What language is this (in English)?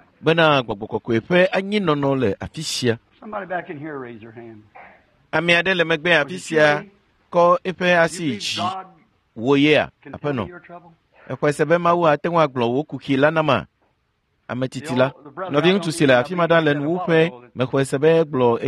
Ewe